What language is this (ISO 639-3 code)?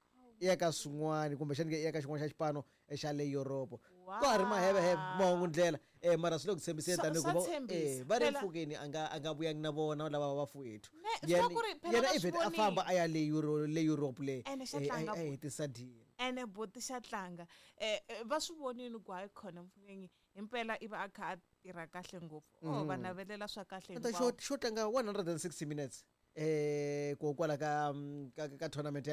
tso